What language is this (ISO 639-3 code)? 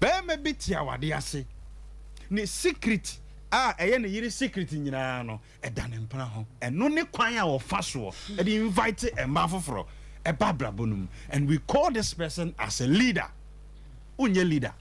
aka